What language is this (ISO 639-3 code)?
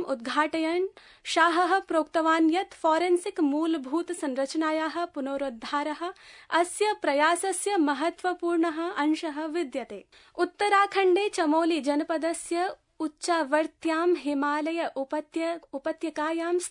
san